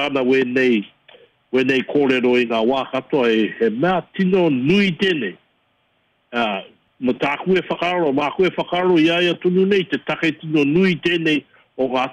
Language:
Māori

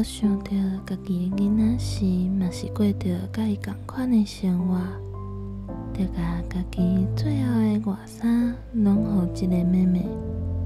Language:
Min Nan Chinese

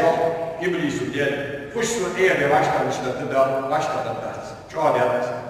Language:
Ingush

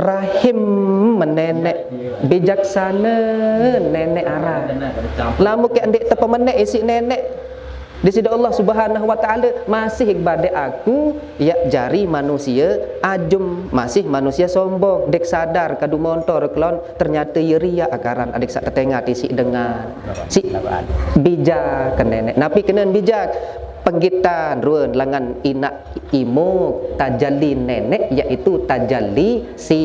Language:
Sasak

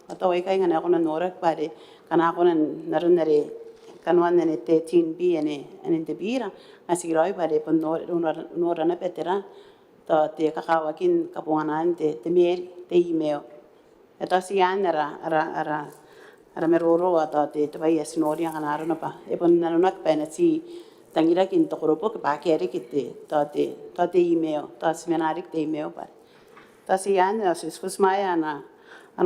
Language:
Gilbertese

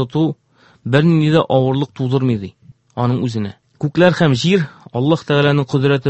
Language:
Tatar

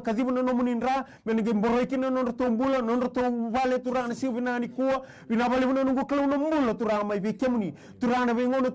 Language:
Fijian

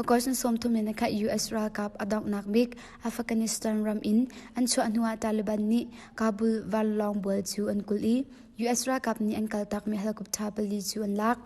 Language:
Hakha Chin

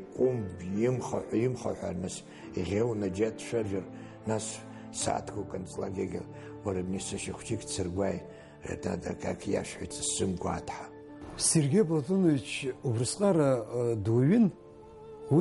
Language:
Abkhazian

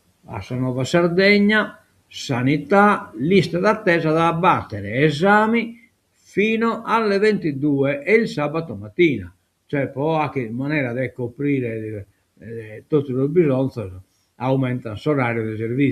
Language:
Sardinian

